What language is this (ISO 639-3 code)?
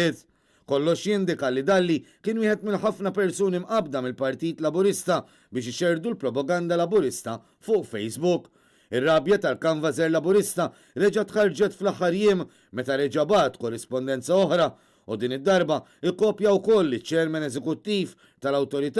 mlt